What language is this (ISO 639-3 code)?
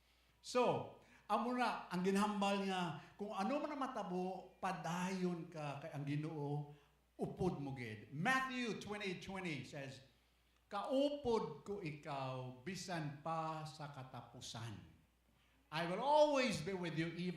hil